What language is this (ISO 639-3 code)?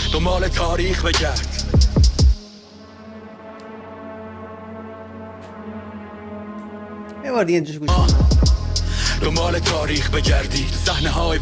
fas